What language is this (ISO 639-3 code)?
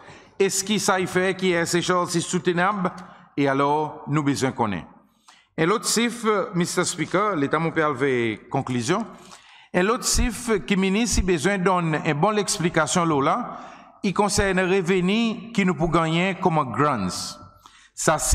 crs